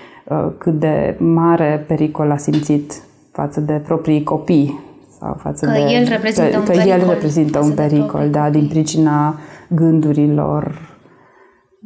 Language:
Romanian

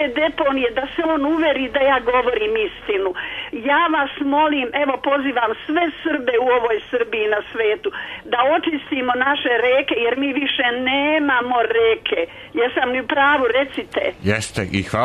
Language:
Serbian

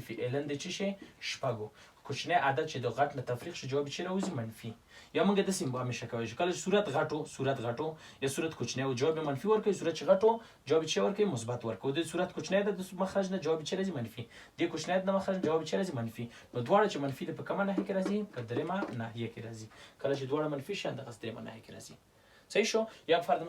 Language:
Pashto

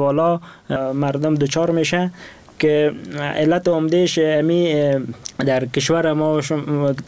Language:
Persian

